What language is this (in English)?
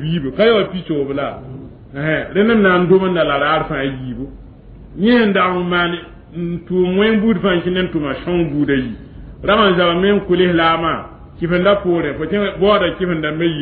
Mossi